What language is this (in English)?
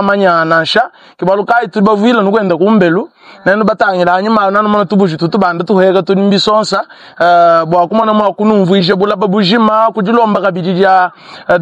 Luba-Lulua